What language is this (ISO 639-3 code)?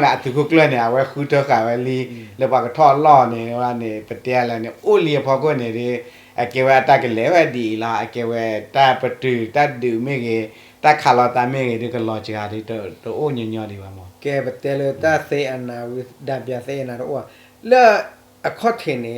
ksw